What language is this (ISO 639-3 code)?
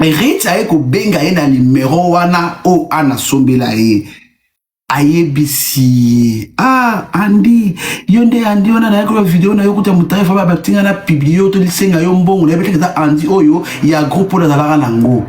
lin